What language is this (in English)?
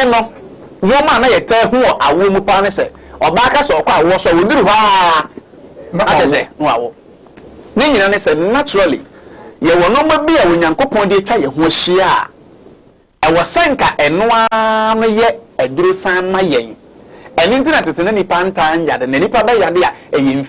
Akan